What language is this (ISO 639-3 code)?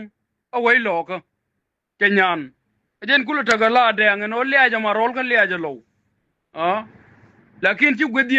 nus